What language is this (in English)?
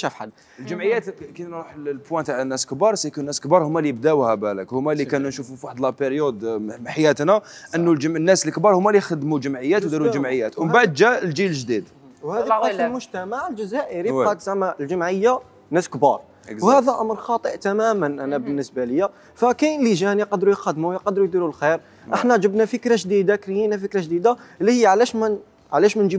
Algerian Arabic